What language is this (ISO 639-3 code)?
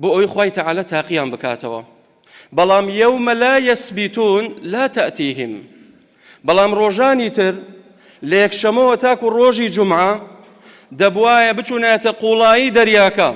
ckb